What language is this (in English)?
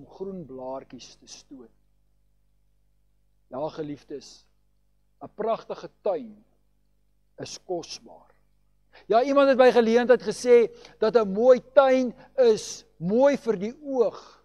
Afrikaans